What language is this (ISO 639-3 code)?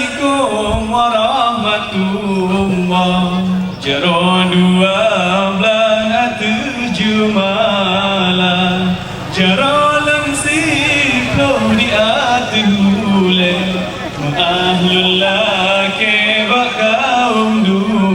ace